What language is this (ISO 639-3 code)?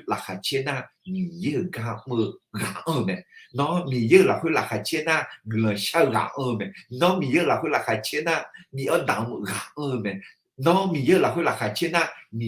ahk